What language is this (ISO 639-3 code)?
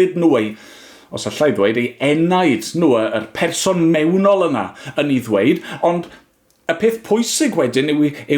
cym